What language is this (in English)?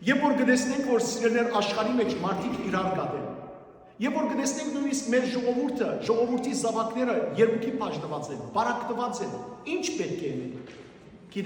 Western Armenian